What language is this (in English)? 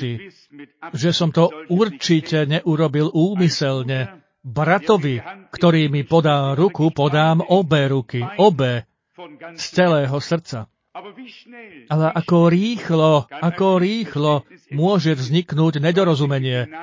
Slovak